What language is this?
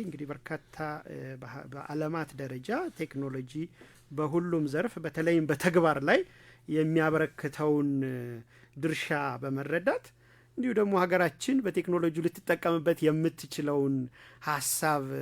Amharic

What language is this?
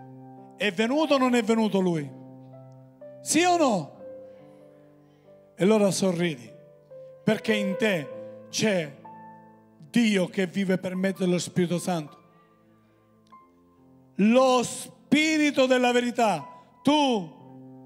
Italian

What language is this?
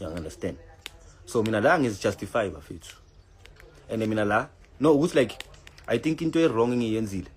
Zulu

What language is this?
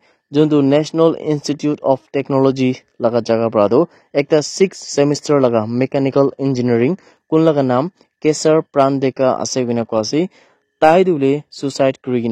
Naga Pidgin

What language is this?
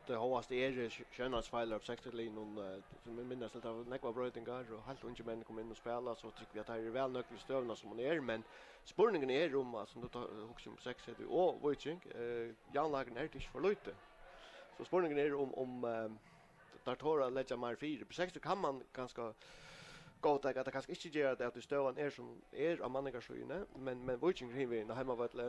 Faroese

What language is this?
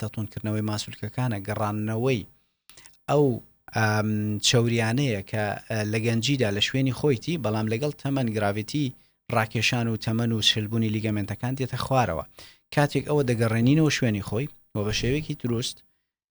Central Kurdish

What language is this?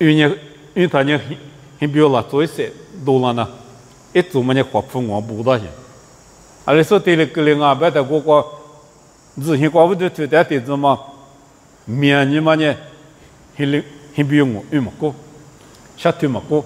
Lisu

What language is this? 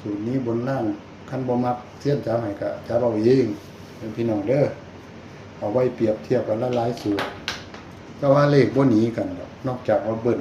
Northeastern Thai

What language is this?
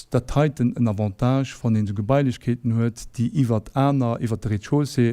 Luxembourgish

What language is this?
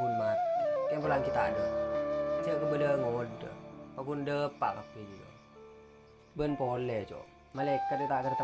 Madurese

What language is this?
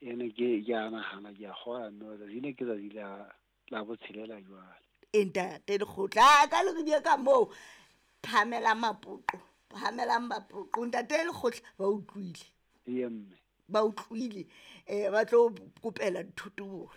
Southern Sotho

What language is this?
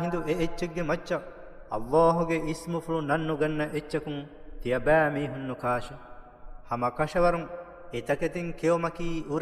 Divehi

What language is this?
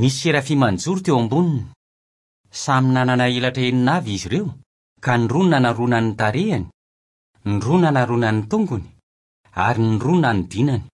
Malagasy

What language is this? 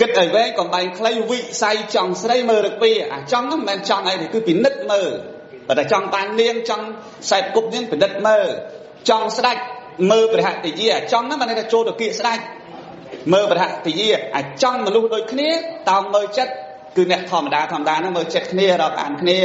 Khmer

